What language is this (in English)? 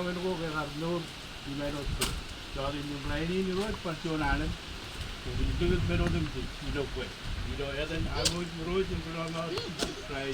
Marshallese